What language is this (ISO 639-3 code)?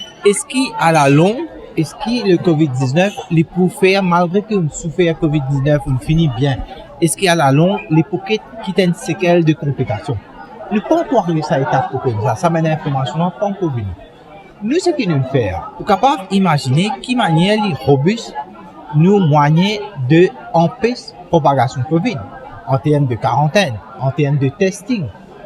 mfe